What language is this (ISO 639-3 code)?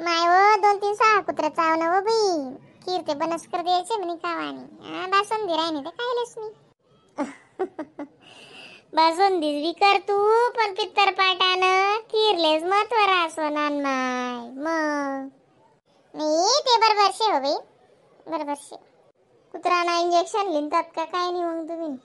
khn